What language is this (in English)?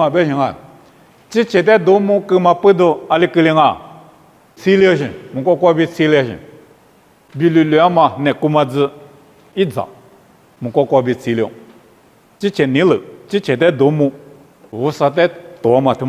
Lisu